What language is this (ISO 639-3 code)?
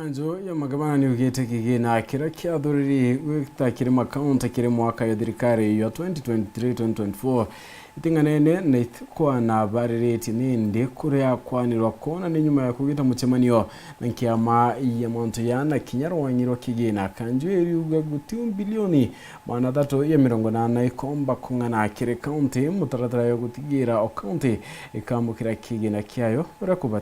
mer